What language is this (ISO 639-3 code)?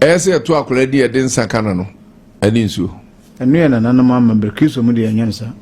aka